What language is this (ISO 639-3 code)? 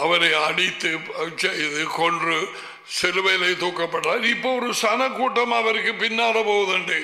tam